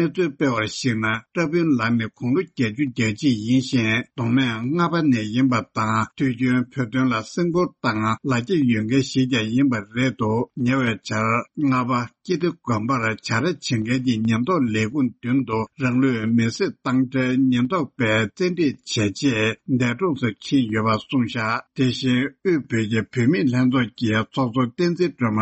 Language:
Tibetan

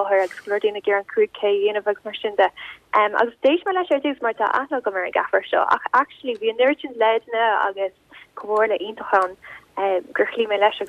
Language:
Irish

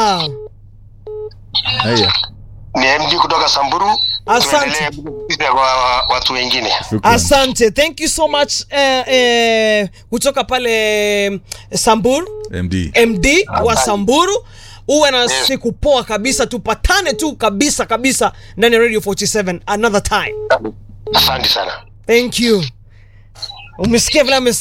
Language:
Swahili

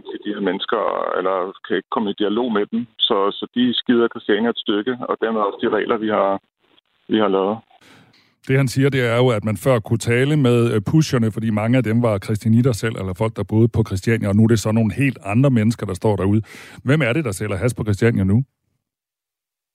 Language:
Danish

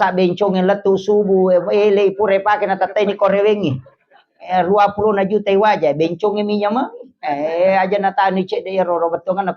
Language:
Buginese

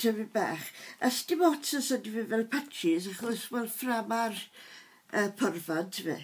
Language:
Welsh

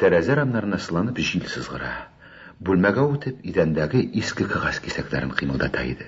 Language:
Tatar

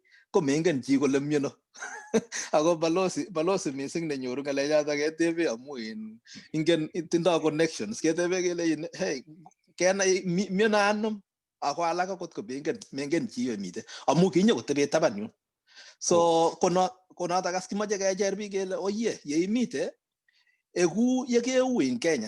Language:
Kalenjin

